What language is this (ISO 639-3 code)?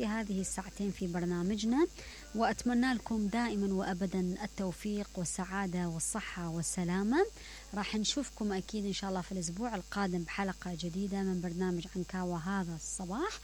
acm